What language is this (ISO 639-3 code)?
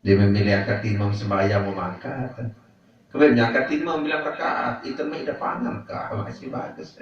sas